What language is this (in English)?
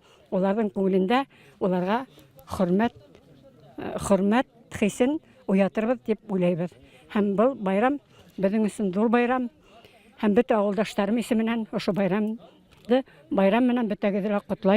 Bashkir